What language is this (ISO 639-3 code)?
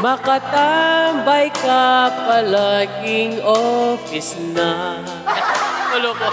pam